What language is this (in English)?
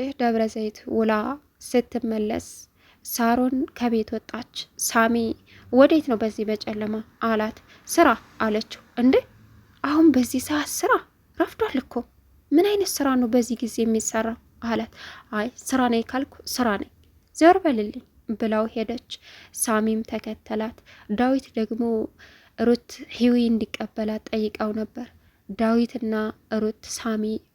Amharic